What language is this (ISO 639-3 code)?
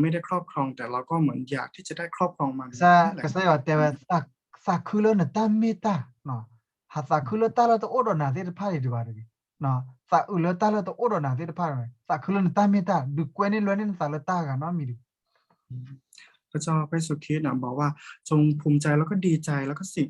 ksw